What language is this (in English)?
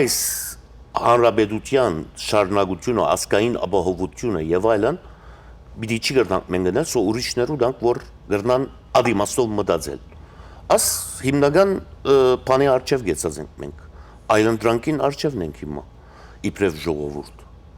Western Armenian